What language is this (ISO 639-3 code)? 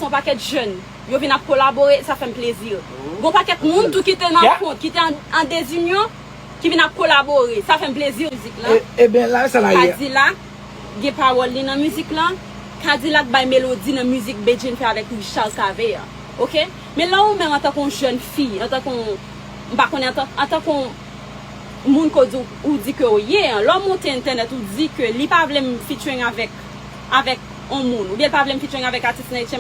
hat